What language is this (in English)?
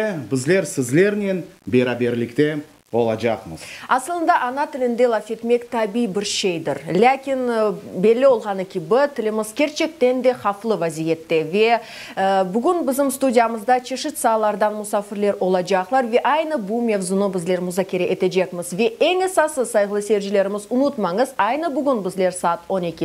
Crimean Tatar